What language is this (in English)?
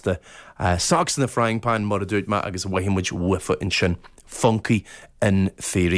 Irish